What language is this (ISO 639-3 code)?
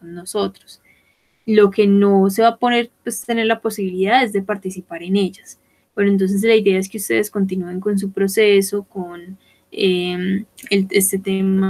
spa